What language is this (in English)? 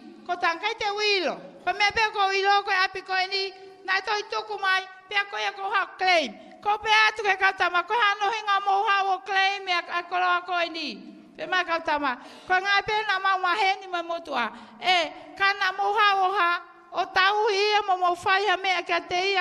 Tongan